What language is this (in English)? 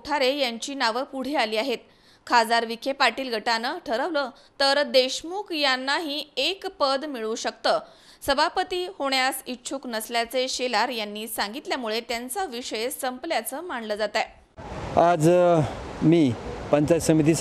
Marathi